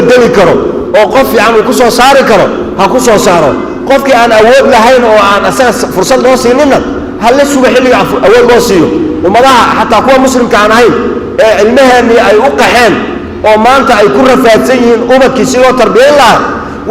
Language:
Somali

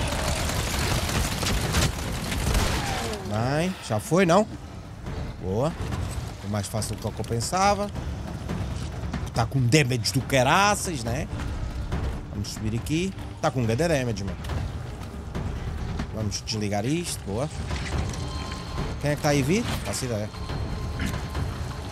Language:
Portuguese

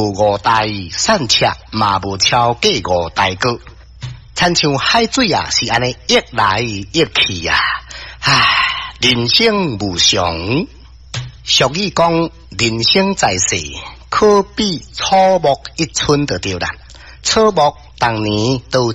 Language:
Min Nan Chinese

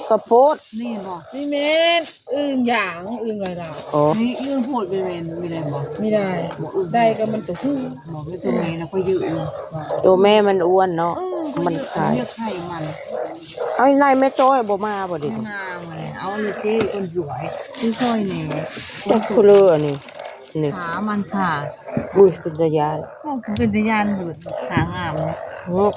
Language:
Northeastern Thai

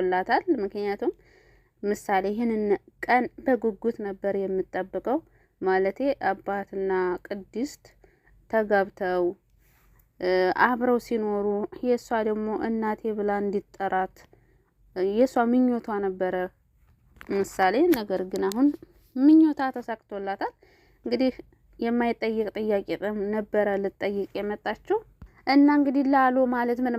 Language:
Amharic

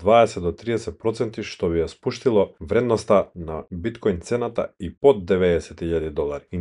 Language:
Macedonian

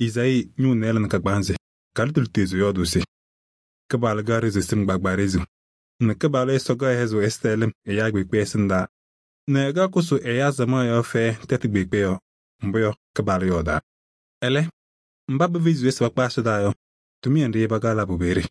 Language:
Kabiyè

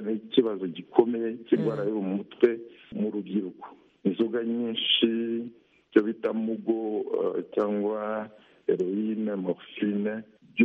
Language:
Kinyarwanda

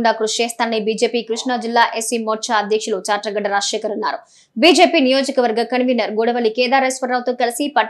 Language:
Telugu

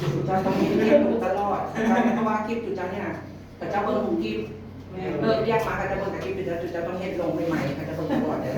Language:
Northeastern Thai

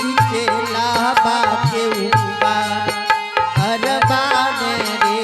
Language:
Angika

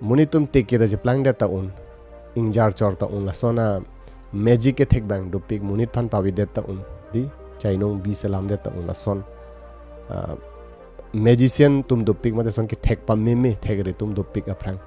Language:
Karbi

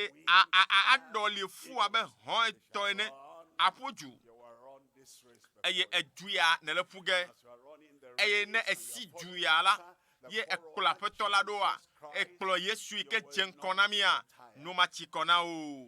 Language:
Ewe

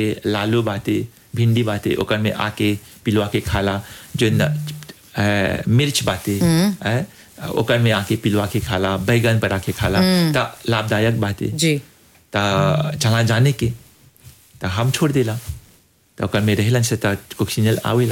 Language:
Bhojpuri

